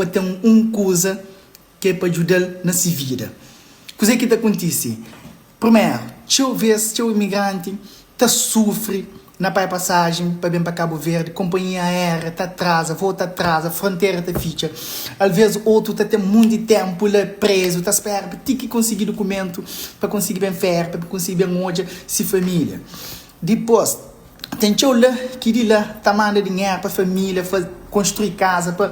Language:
Kabuverdianu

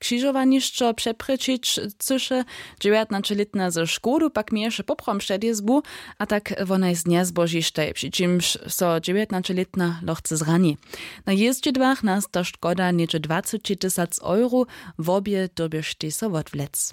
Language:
Upper Sorbian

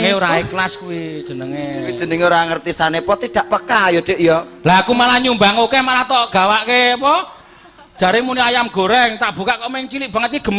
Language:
Javanese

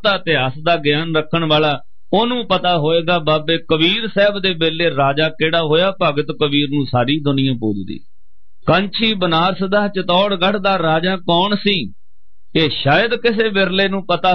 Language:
Punjabi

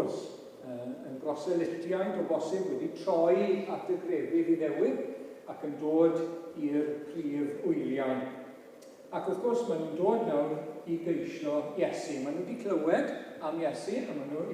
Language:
Welsh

